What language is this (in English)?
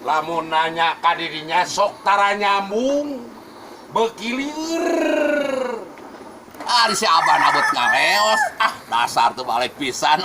Sundanese